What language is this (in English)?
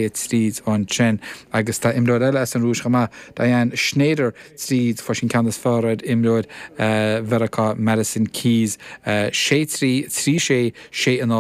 Irish